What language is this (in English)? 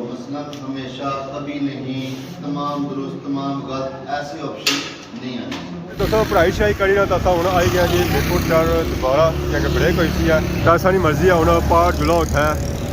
Pahari-Potwari